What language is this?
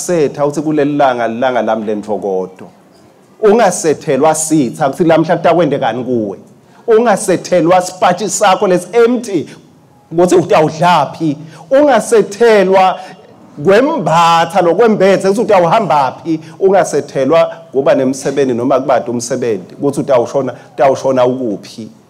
Swati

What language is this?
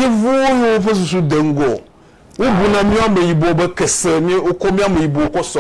Ewe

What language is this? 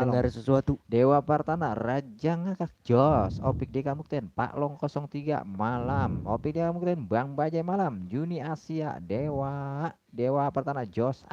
Betawi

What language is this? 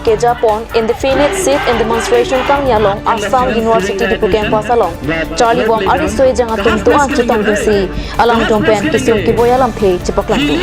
Karbi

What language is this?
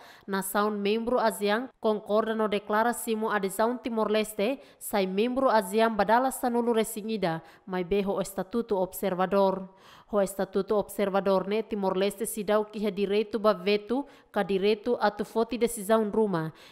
Tetum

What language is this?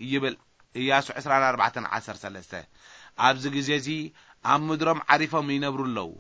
Tigrinya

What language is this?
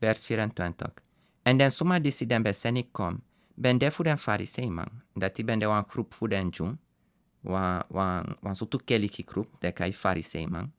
Sranan Tongo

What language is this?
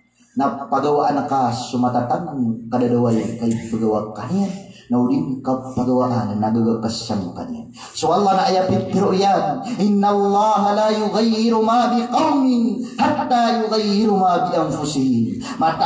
Maranao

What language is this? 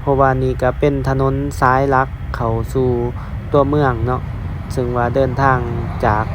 Lao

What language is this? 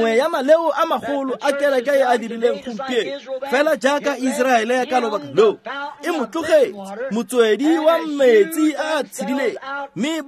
Tswana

